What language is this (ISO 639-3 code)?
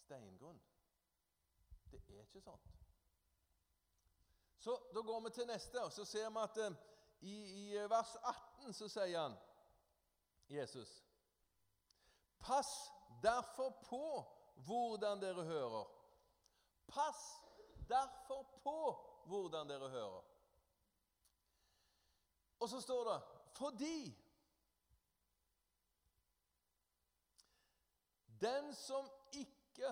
nor